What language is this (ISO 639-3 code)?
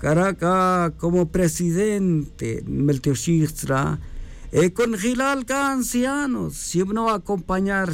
tzj